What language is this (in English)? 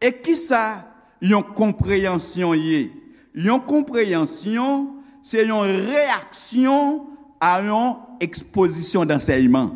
Haitian Creole